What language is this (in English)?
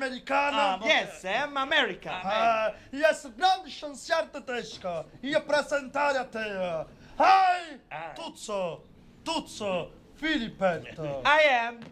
Neapolitan